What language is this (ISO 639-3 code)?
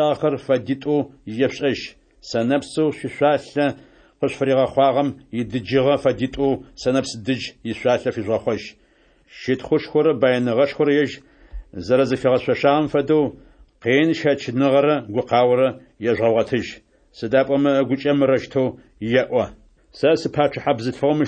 ady